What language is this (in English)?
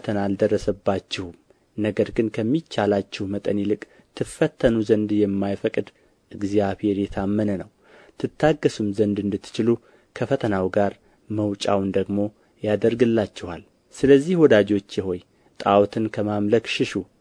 Amharic